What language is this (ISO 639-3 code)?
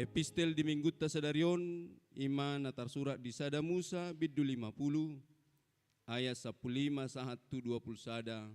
bbc